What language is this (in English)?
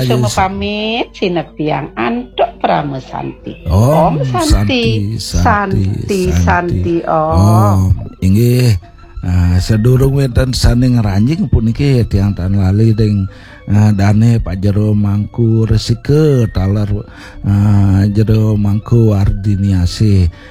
Balinese